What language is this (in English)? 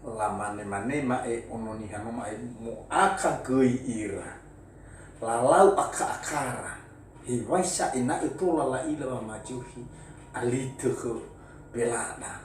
Nias